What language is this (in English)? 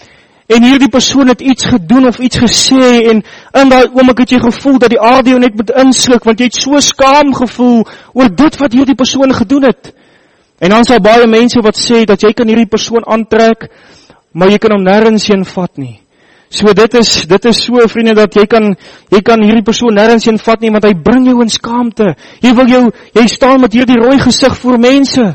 Afrikaans